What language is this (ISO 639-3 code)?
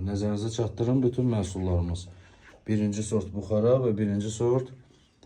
aze